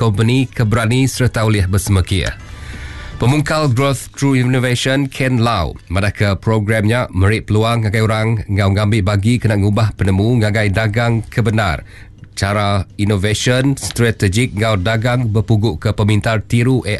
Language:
Iban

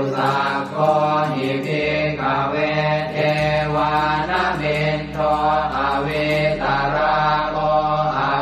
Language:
Pali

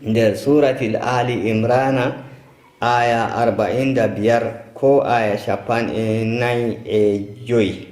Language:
Nigerian Fulfulde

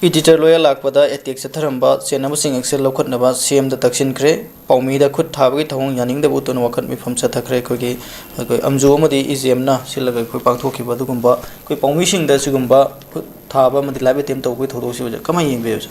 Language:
Manipuri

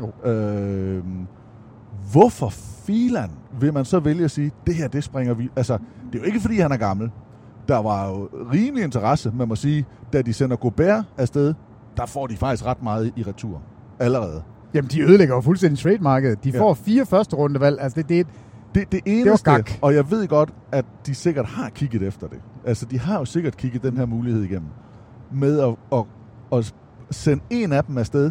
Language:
Danish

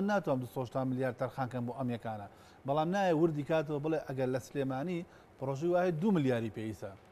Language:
Central Kurdish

